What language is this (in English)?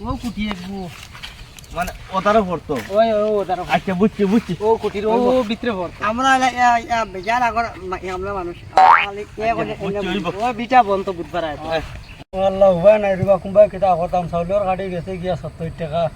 Sylheti